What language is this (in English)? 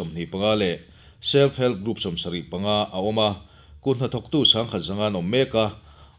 Mizo